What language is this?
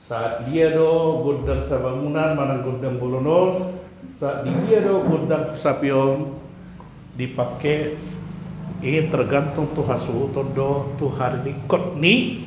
Batak Toba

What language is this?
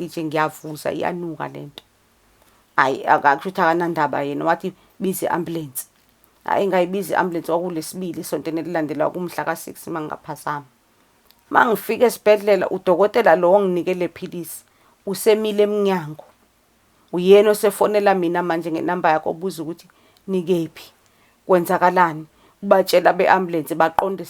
Zulu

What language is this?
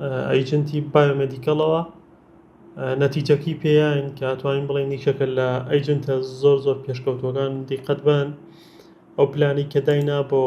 Central Kurdish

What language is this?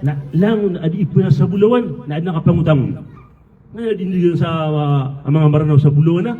Maranao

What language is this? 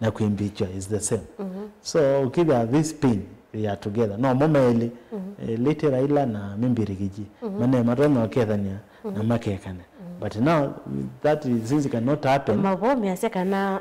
Kamba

